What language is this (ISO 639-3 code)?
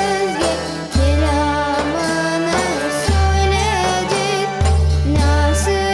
crh